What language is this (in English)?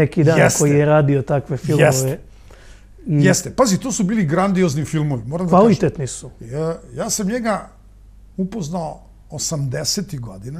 Serbian